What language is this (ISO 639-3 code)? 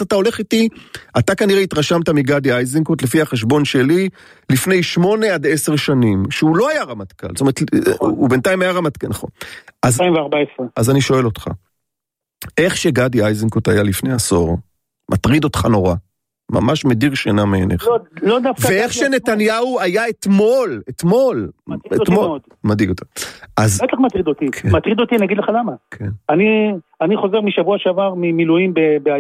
heb